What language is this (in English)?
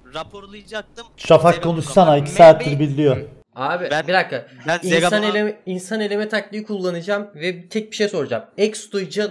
Turkish